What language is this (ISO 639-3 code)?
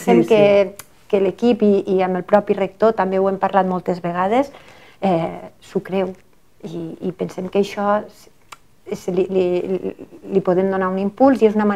cat